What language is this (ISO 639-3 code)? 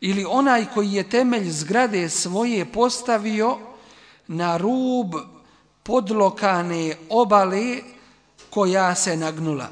bos